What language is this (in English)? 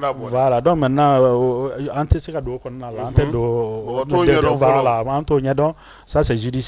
Bambara